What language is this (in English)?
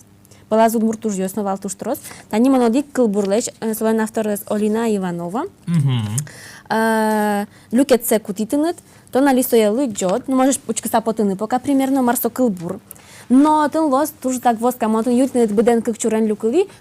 Udmurt